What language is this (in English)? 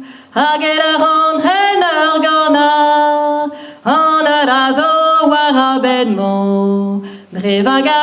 Breton